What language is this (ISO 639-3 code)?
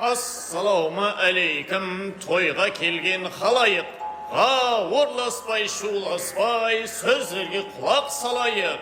kaa